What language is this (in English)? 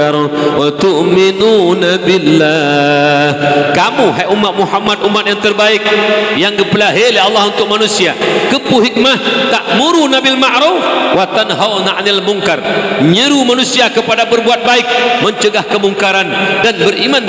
Achinese